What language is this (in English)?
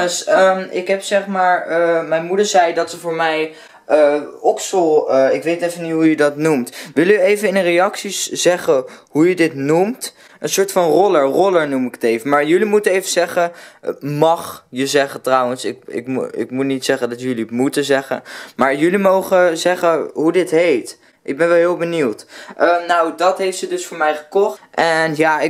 Dutch